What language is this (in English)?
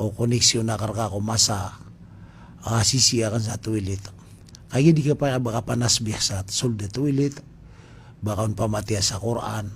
Maranao